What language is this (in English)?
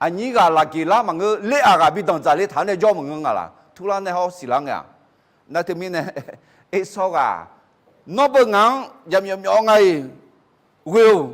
Akha